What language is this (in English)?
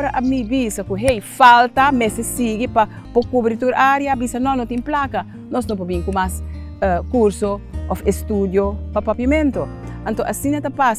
Papiamento